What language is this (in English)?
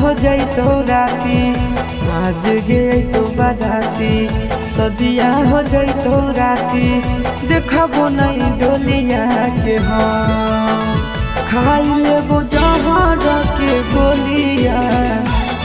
Magahi